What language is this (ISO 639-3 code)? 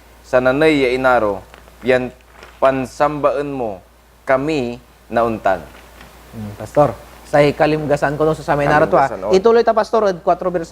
pag